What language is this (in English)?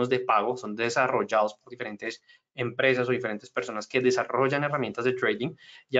Spanish